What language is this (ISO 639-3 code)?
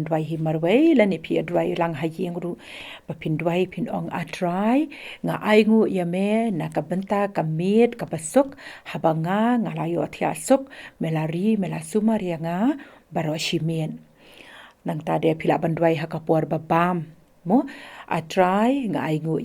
kha